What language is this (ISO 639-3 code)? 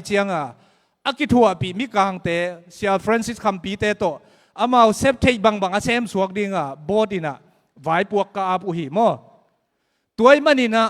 ctd